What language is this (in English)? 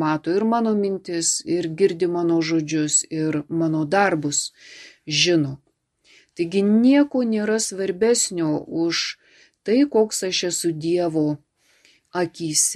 Lithuanian